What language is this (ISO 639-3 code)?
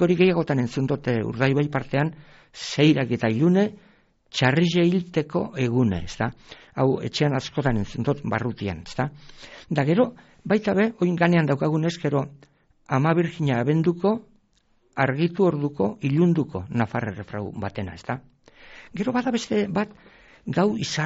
eus